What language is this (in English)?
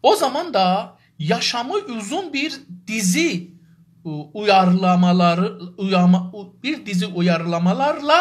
South Azerbaijani